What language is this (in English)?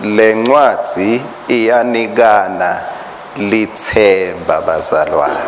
Swati